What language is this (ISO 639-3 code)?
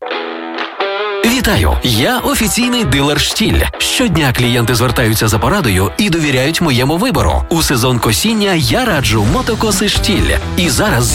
ukr